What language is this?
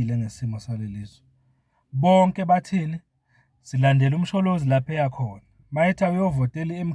Zulu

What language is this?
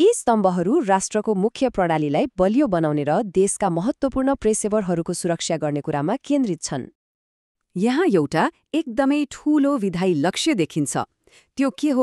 Nepali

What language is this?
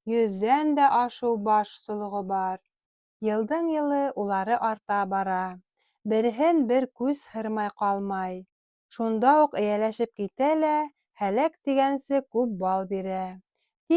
Bashkir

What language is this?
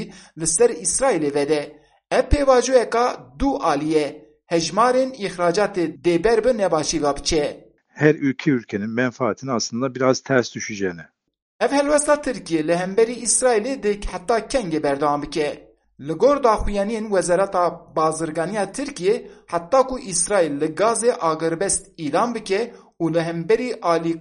Kurdish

